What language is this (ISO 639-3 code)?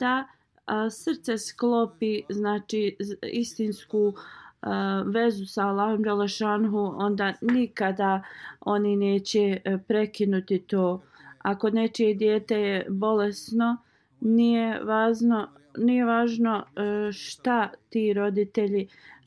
bos